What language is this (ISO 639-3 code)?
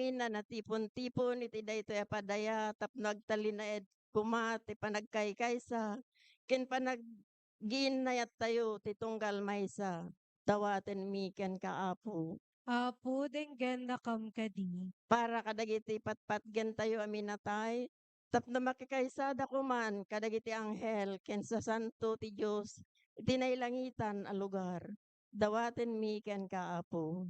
ilo